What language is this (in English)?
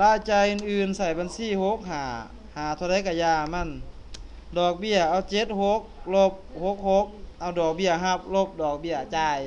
Lao